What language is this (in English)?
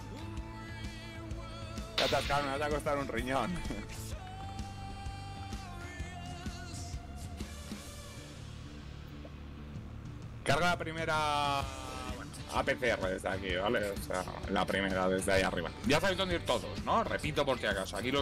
Spanish